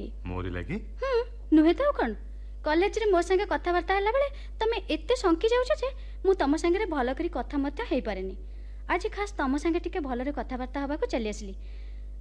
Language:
Odia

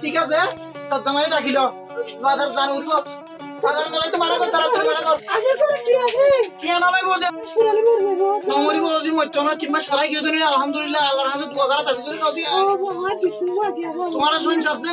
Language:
Rohingya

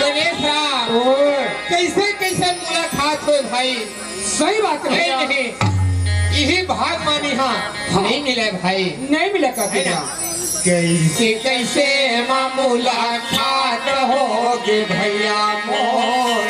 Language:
Chhattisgarhi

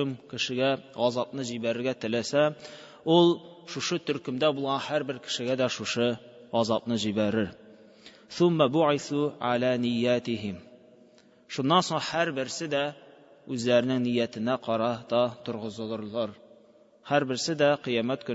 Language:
Tatar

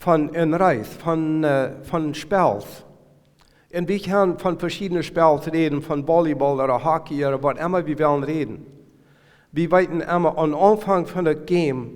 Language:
Plautdietsch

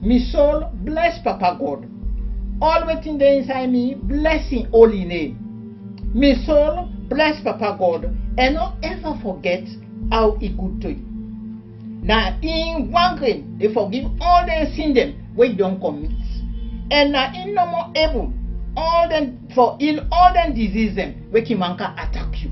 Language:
Krio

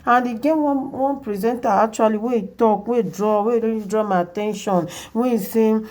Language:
Nigerian Pidgin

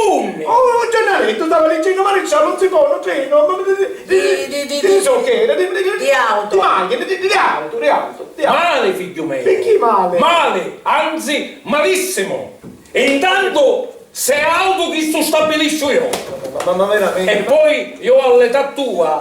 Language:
Sicilian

